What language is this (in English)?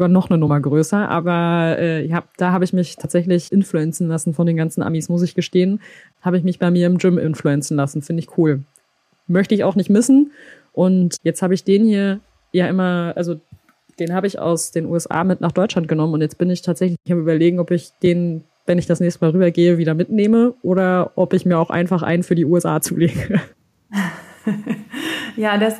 German